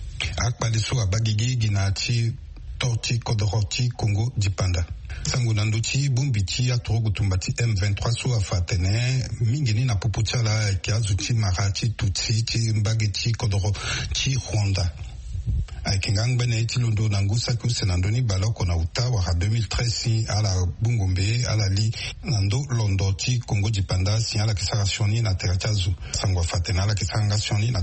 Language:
Sango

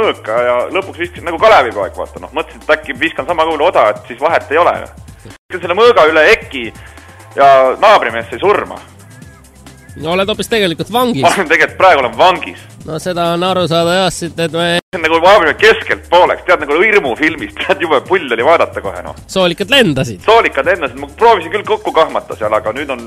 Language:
Estonian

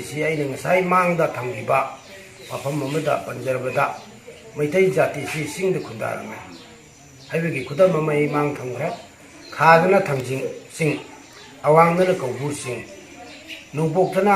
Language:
Manipuri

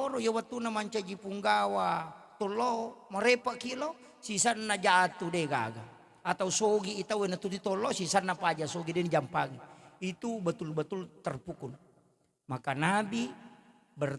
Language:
Buginese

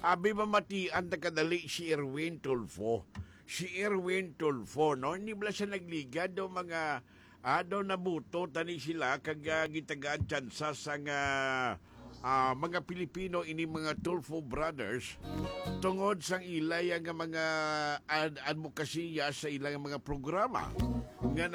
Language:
Hiligaynon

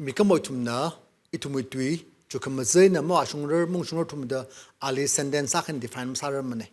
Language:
Tangkhul Naga (India)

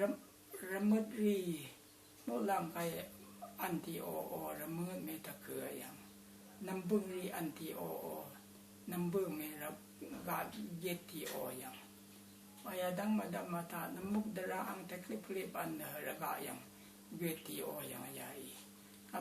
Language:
Rawang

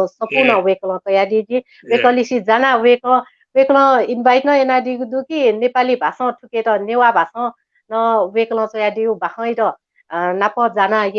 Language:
Newari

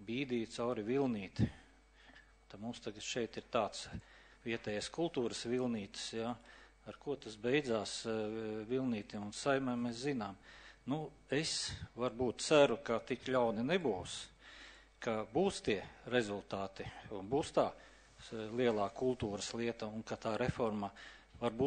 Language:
Latvian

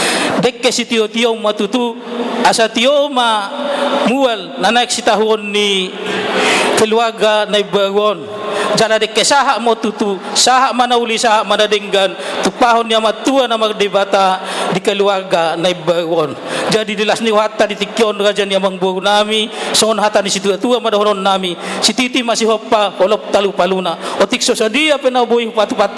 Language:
Batak Toba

